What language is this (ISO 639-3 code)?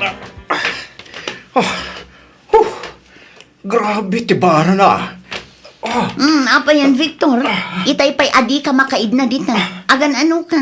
ilo